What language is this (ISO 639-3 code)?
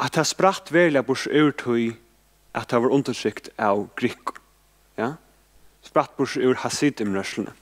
fao